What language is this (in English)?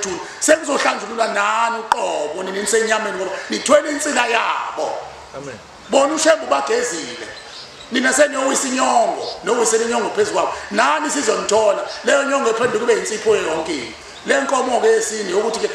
Zulu